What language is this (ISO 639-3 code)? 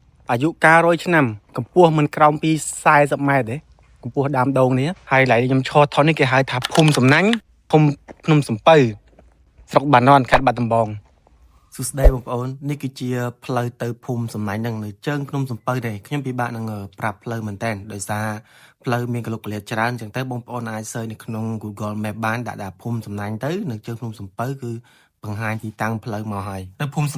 khm